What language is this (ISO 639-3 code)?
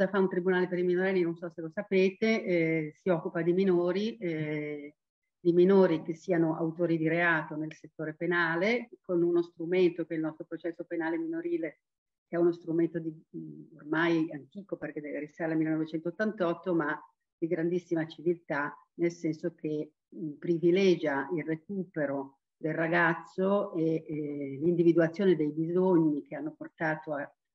ita